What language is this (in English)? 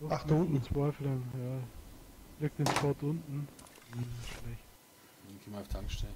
Bavarian